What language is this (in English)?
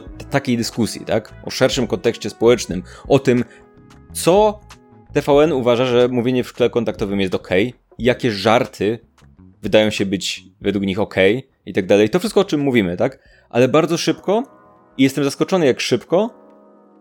Polish